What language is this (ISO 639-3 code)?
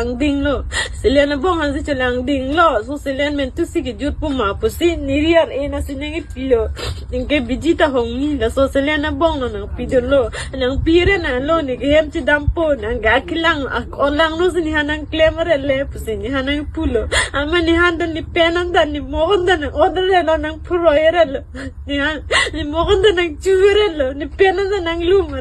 mjw